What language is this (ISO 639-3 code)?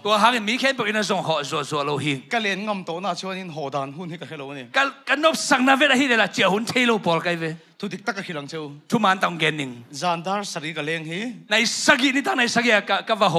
ctd